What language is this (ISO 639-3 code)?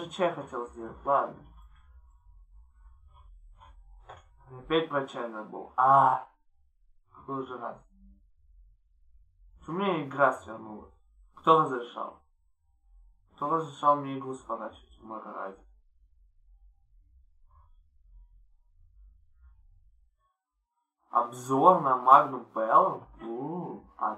rus